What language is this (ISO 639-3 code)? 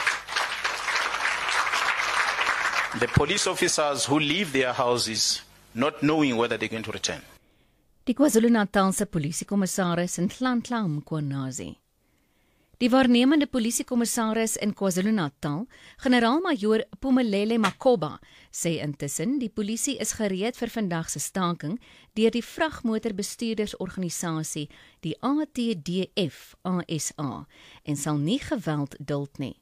afr